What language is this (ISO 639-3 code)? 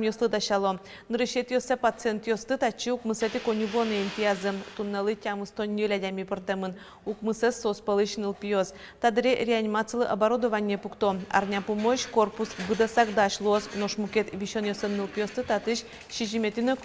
udm